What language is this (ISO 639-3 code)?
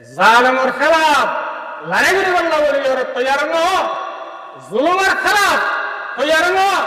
rhg